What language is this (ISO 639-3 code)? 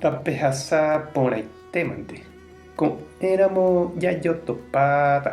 grn